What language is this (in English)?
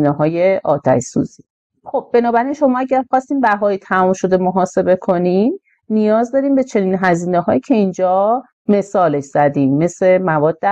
Persian